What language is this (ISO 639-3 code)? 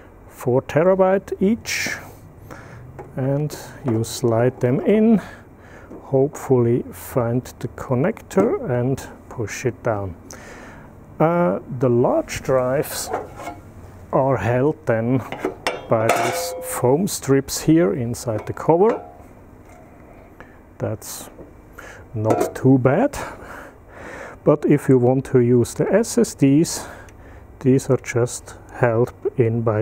eng